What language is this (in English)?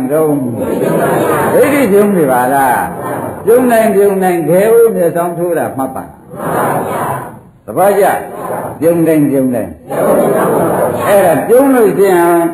Burmese